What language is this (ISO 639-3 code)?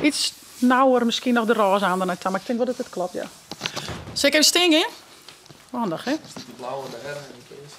fry